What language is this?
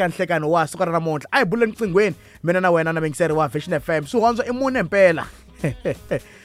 Tsonga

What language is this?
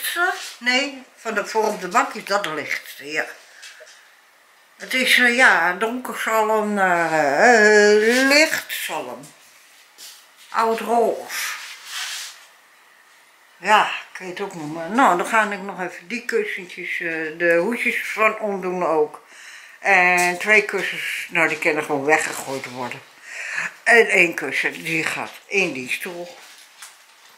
Dutch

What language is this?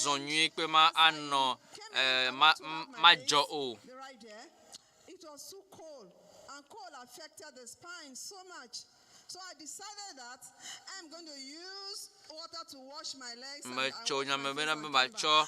Ewe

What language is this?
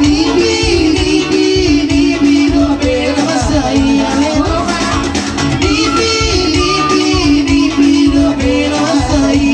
Batak Toba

